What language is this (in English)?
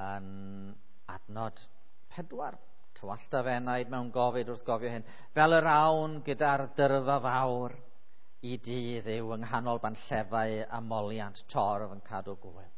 Welsh